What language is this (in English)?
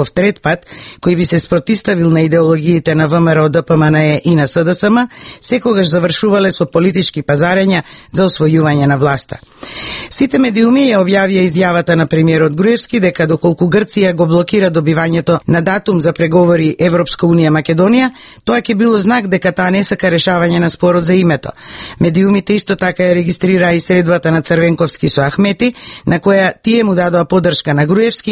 Macedonian